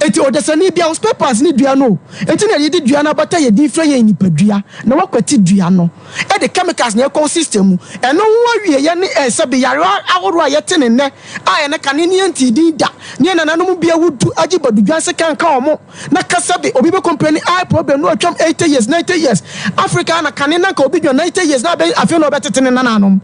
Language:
Akan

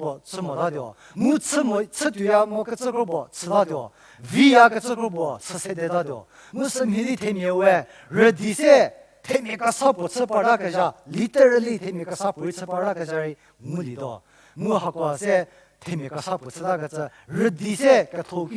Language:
Angami Naga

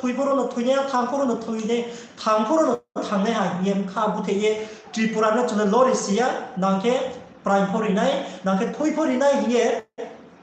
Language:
Riang (India)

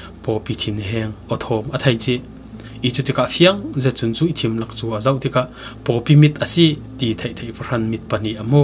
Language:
Falam Chin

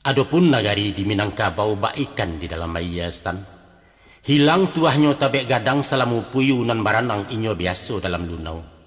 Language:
Minangkabau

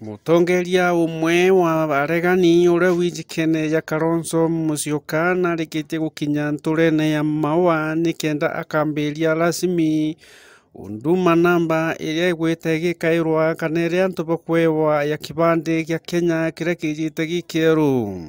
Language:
Meru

